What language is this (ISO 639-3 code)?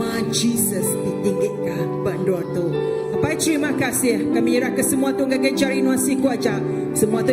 iba